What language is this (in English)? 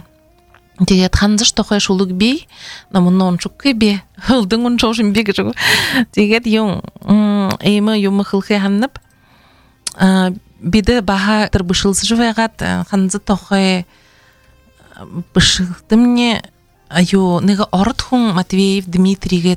Buriat